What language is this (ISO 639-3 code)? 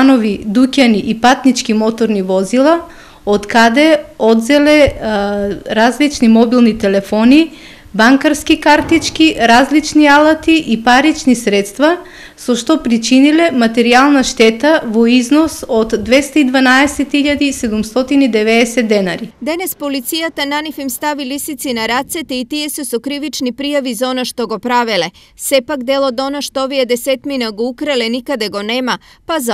mkd